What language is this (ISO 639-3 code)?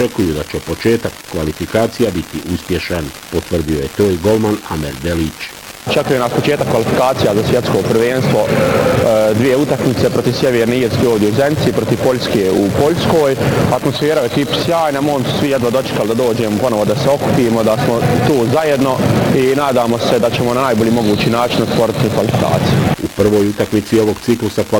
bos